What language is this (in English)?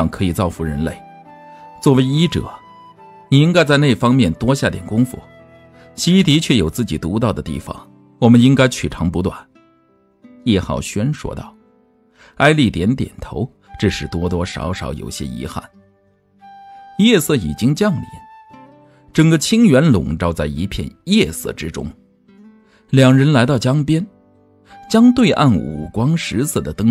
Chinese